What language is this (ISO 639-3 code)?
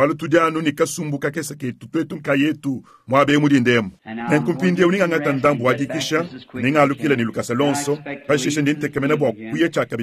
lua